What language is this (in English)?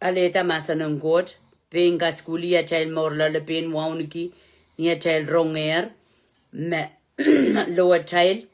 Pohnpeian